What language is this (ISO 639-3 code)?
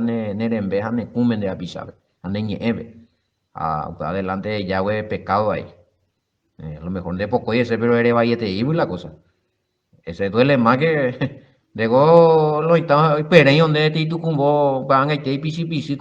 grn